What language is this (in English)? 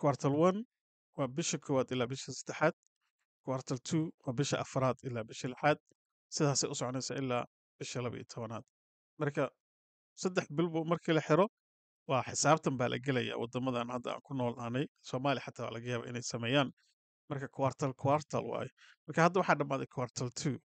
Somali